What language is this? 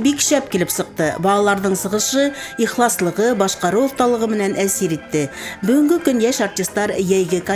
Bashkir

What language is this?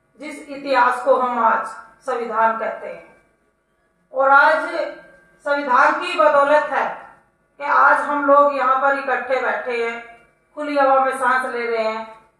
Hindi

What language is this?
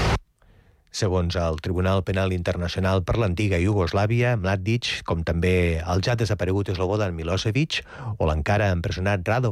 Catalan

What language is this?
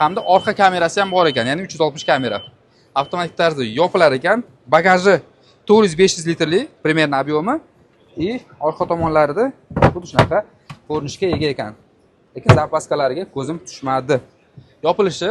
Uzbek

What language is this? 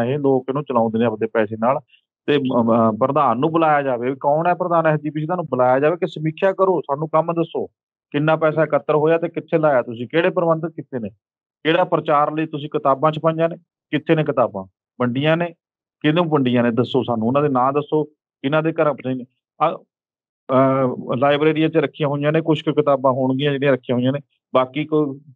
Punjabi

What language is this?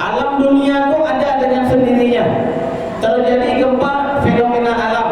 Minangkabau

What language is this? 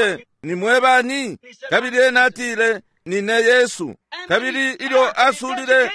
Bemba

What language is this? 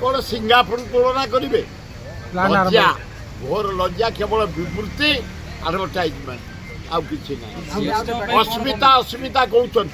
Odia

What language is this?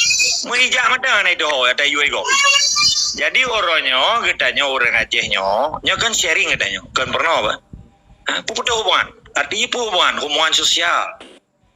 Achinese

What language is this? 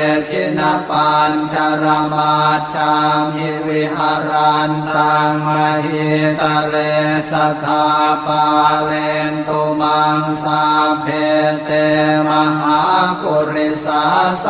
Pali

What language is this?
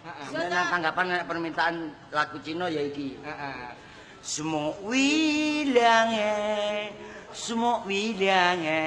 Javanese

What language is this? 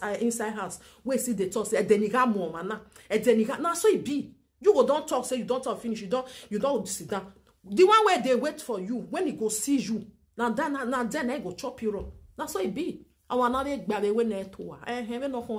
Nigerian Pidgin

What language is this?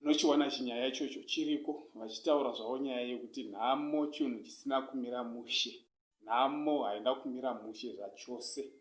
Shona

